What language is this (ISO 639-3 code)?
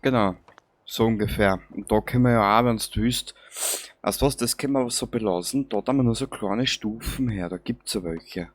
bar